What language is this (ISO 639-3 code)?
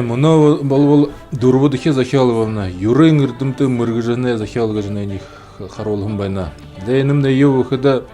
bua